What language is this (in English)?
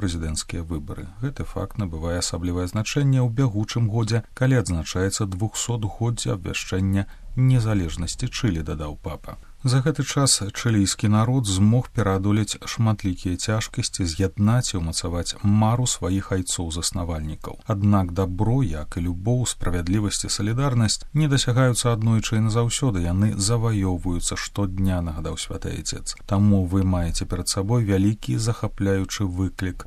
Belarusian